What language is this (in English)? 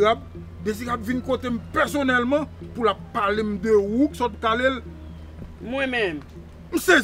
Haitian Creole